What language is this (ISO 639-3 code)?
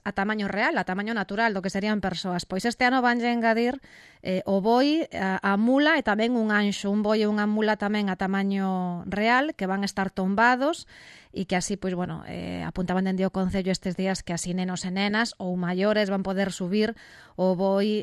glg